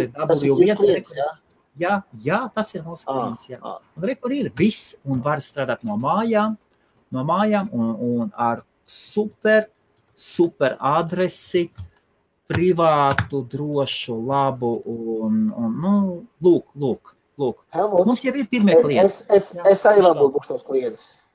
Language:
Latvian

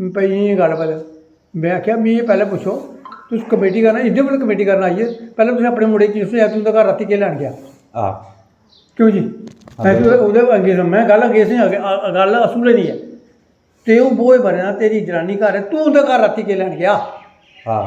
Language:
Dogri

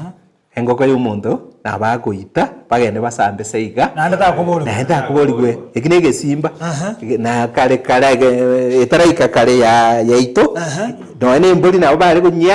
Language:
Gusii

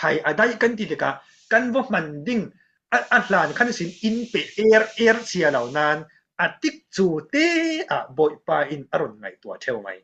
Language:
Falam Chin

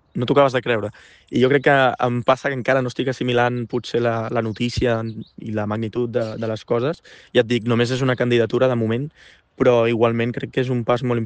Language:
Catalan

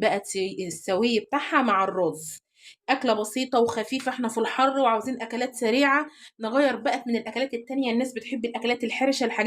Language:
Egyptian Arabic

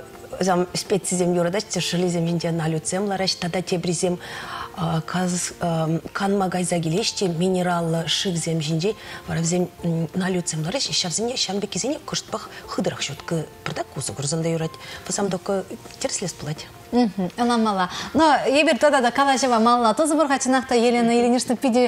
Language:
Chuvash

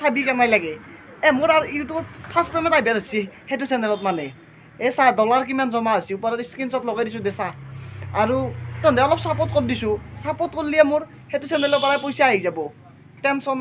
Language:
Assamese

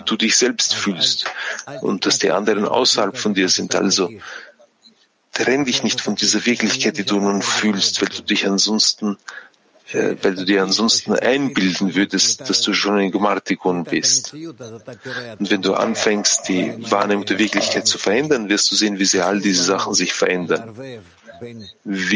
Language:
German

